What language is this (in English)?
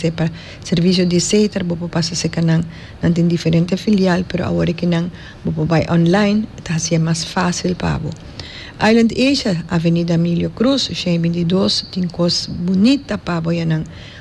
Papiamento